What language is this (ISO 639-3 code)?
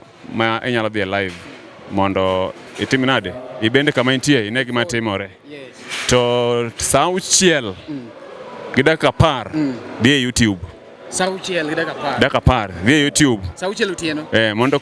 luo